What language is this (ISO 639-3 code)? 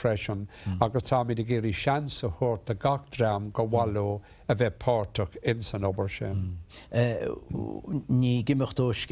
gle